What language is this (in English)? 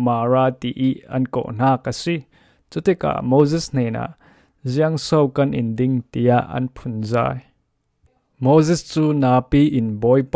Falam Chin